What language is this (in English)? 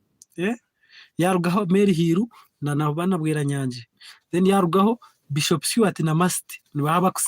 Nyankole